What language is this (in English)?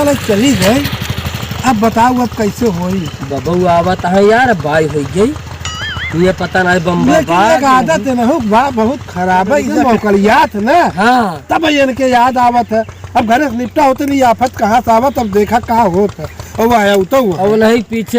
Awadhi